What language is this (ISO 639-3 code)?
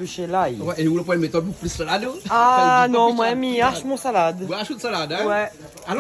rcf